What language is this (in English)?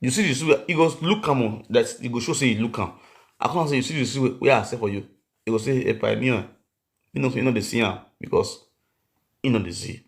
Nigerian Pidgin